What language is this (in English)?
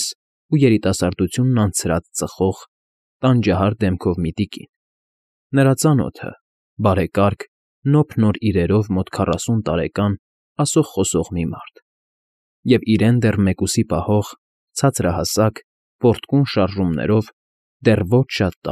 Armenian